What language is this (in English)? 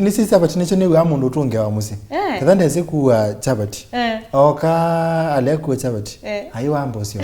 Kamba